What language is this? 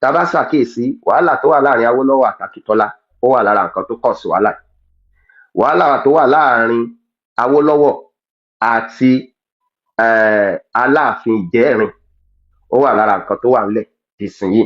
Yoruba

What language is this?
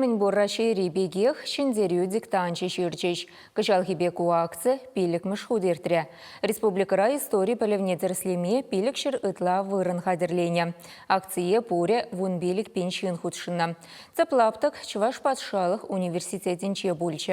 Chuvash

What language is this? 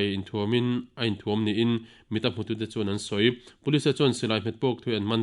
Mizo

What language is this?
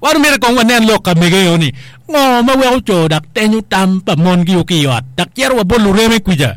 Acoli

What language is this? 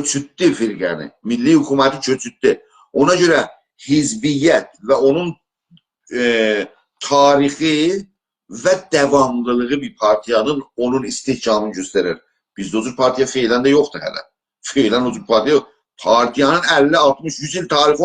South Azerbaijani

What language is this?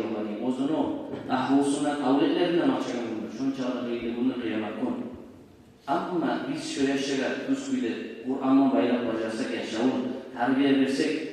Kumyk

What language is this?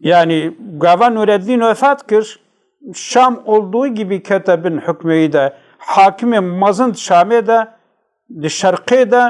Kurdish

